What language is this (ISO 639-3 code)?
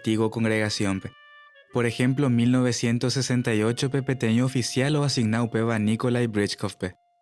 grn